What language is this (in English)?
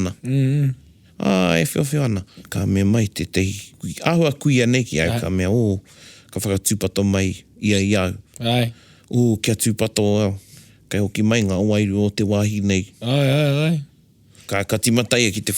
Māori